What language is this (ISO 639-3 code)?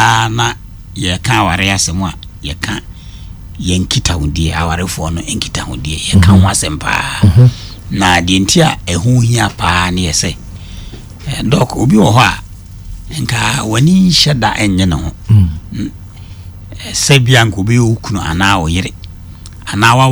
aka